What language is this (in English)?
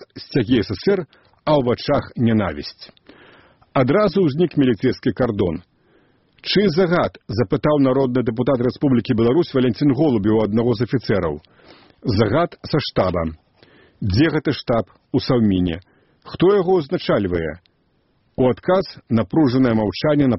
Belarusian